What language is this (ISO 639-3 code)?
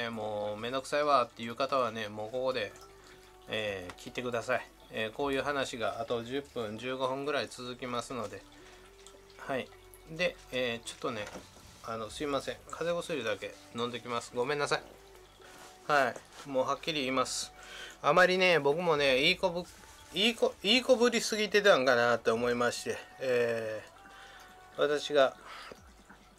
jpn